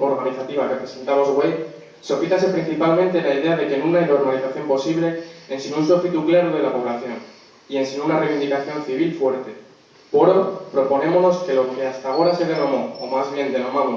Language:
Asturian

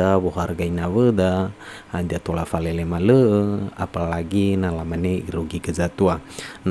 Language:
Nias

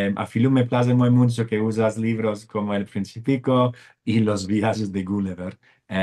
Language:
Ladino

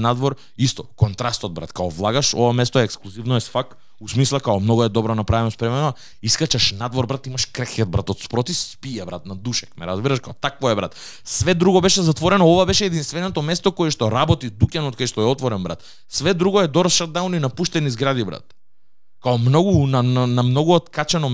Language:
Macedonian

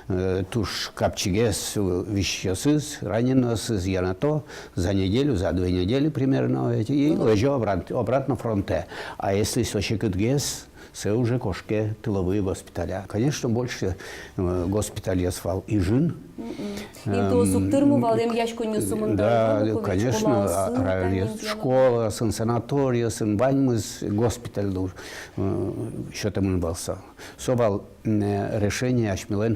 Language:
Udmurt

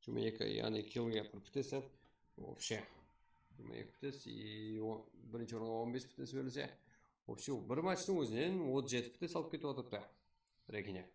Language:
Kara-Kalpak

